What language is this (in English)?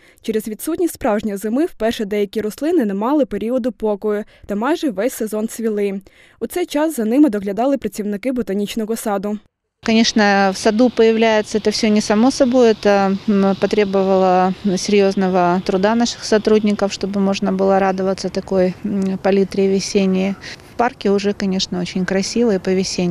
Ukrainian